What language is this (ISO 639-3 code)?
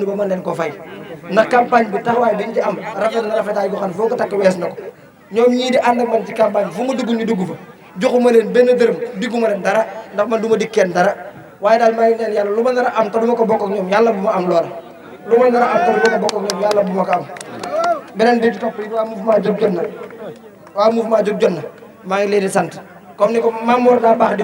wol